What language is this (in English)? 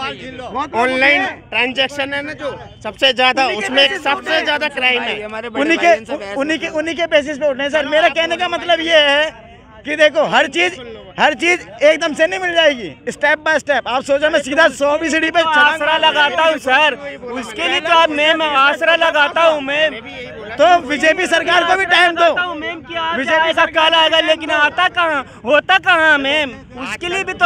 Hindi